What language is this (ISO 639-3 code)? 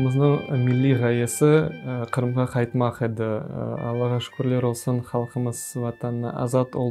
crh